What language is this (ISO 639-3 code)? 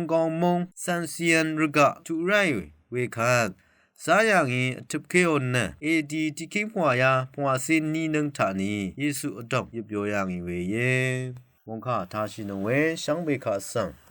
raw